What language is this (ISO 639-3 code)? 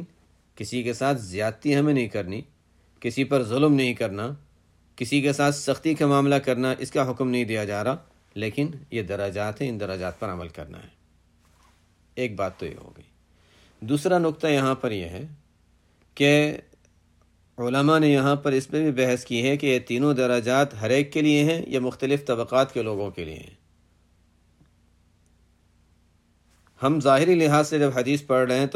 urd